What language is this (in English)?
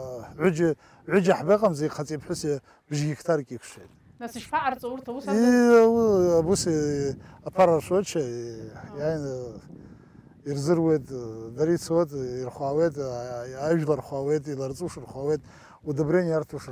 Abkhazian